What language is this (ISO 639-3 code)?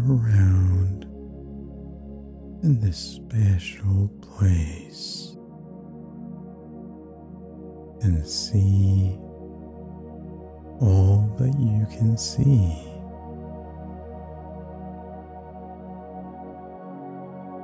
eng